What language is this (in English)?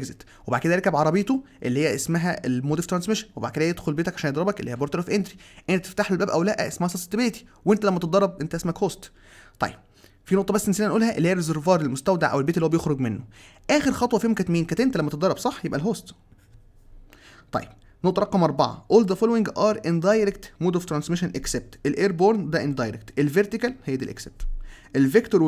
Egyptian Arabic